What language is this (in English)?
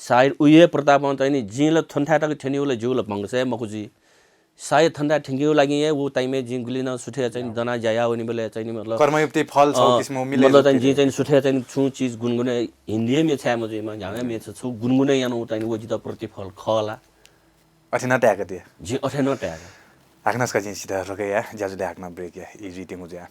Newari